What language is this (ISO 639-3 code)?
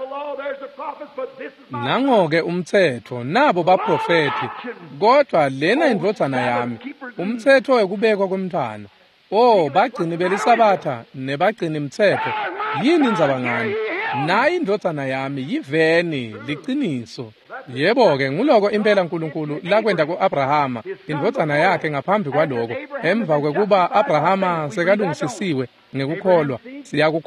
ssw